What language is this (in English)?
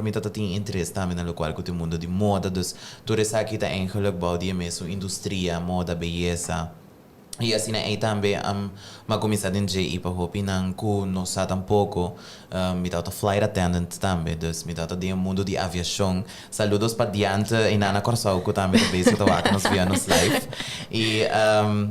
Papiamento